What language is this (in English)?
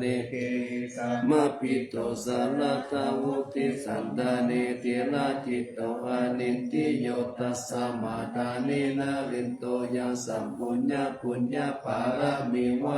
Pali